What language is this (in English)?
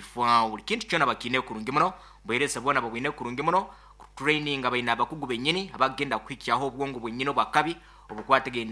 Nyankole